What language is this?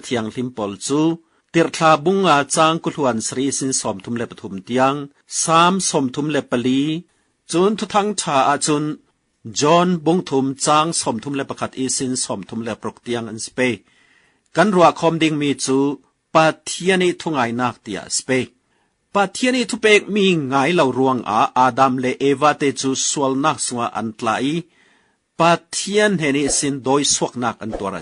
Falam Chin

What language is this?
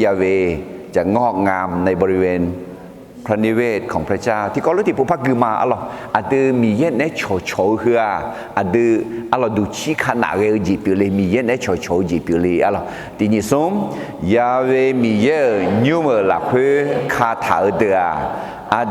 Akha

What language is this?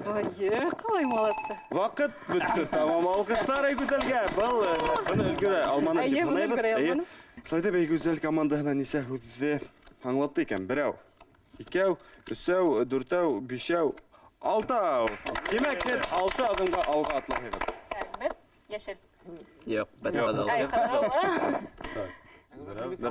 Bashkir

